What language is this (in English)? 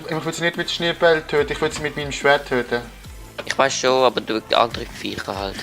Swiss German